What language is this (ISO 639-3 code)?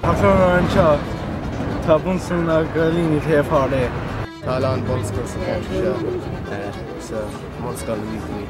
gle